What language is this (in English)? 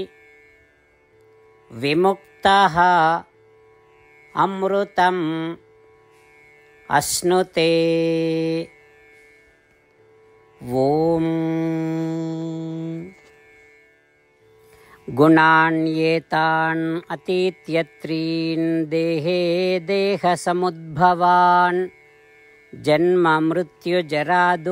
Odia